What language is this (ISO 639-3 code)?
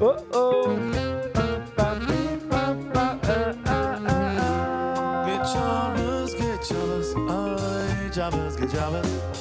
yid